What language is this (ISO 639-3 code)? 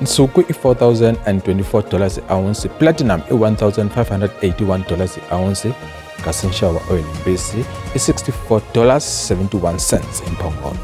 tso